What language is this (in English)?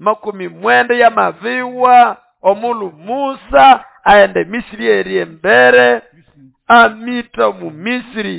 Nande